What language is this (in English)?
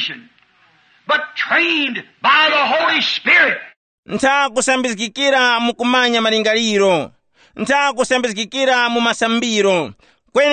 Tumbuka